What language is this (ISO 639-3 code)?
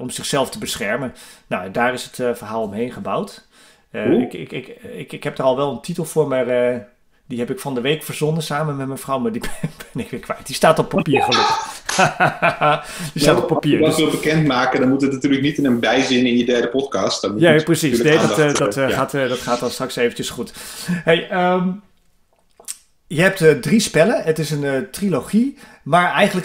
nld